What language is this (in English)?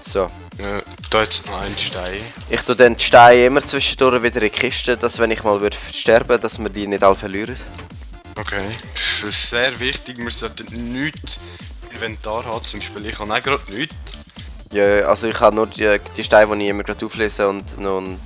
Swiss German